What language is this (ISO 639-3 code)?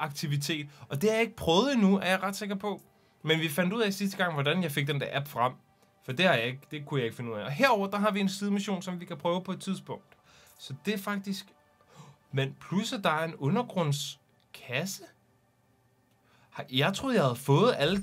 dan